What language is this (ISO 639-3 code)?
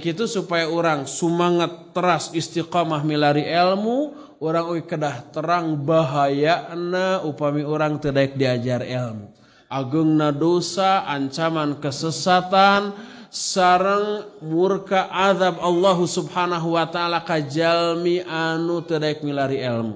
sun